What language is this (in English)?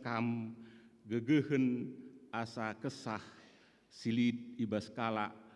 Batak Karo